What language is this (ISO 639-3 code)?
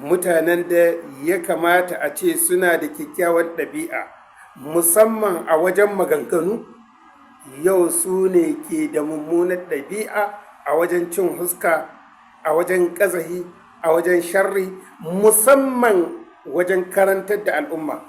hau